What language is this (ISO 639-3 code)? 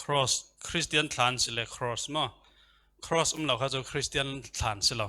cfm